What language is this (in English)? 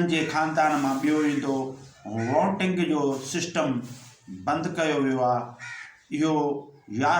Sindhi